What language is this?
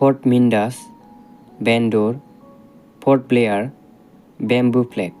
Bodo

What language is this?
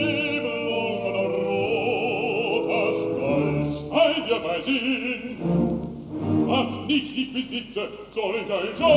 German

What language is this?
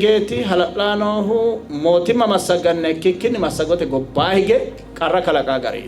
Sidamo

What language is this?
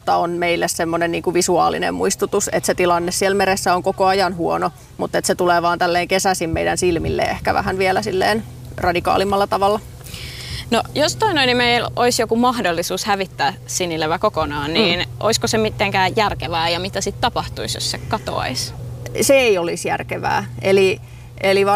Finnish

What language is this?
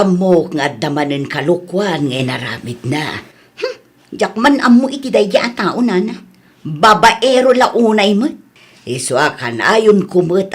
Iloko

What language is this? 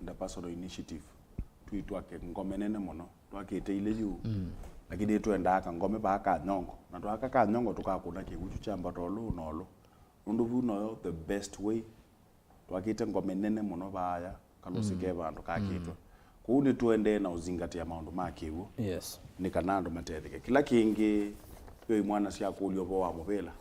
Kamba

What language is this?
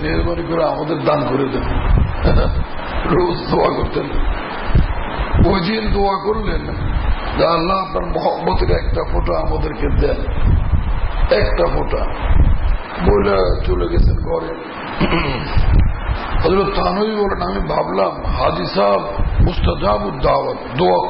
Bangla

